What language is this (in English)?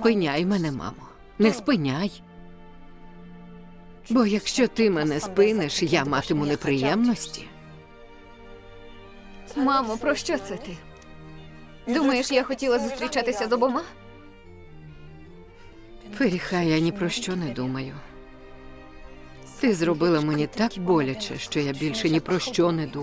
Ukrainian